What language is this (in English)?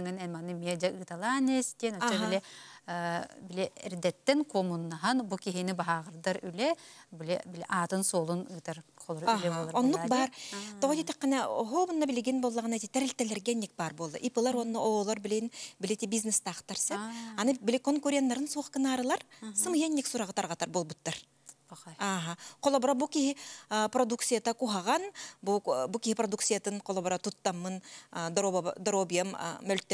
Yakut